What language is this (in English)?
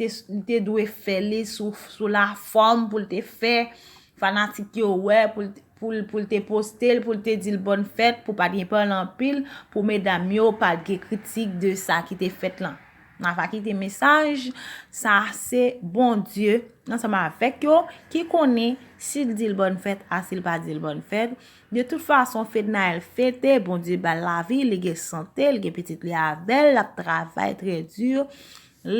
Haitian Creole